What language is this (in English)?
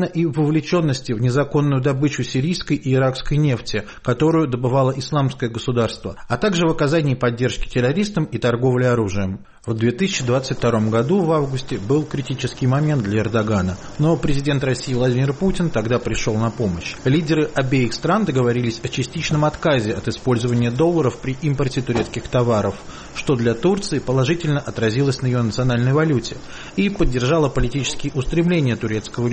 Russian